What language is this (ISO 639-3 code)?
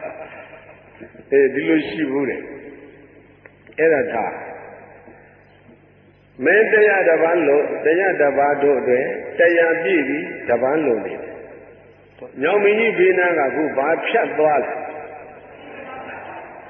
mya